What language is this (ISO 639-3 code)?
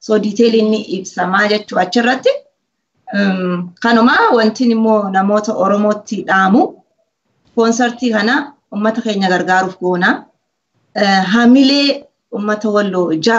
orm